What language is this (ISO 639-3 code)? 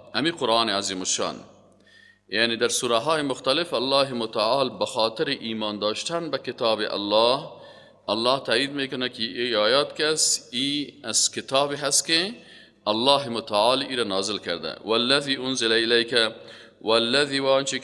fas